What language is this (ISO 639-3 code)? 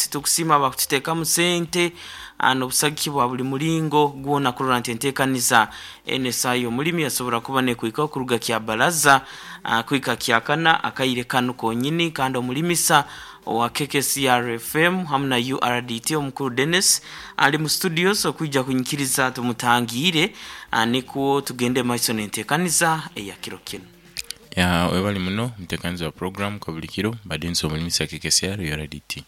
nyo